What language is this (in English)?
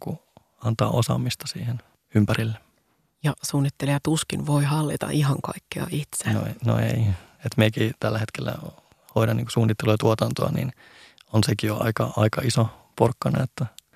Finnish